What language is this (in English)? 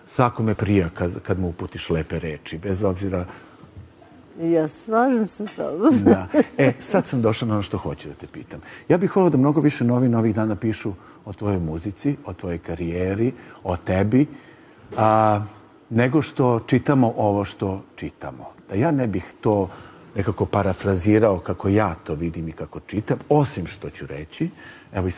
Serbian